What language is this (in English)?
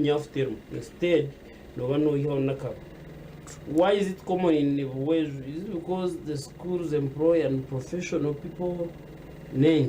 Nyankole